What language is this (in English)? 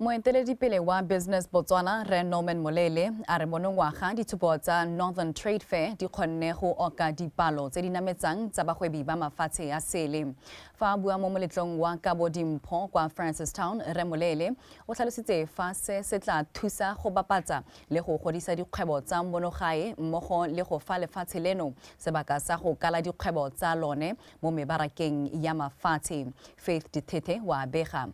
Tswana